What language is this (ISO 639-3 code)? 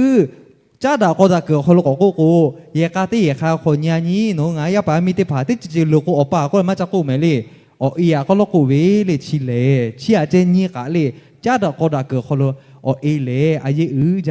lhu